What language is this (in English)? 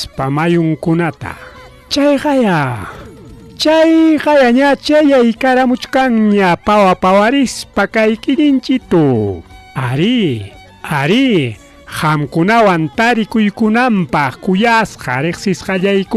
Ayacucho Quechua